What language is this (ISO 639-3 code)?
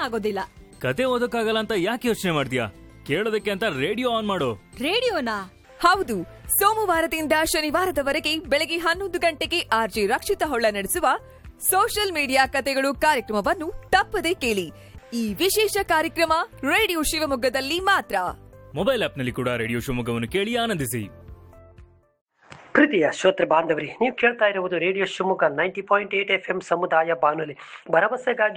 kan